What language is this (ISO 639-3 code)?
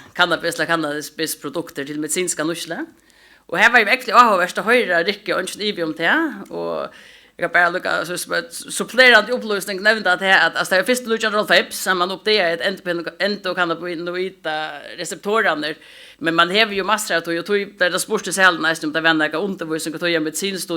fao